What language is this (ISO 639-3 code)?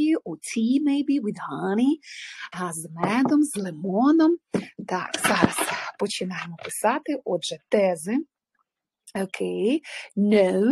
ukr